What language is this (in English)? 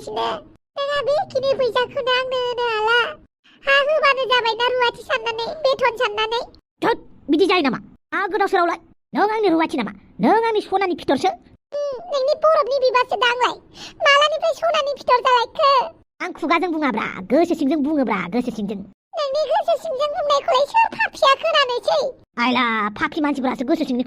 Bodo